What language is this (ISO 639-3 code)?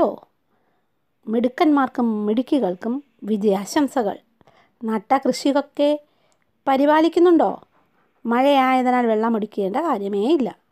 mal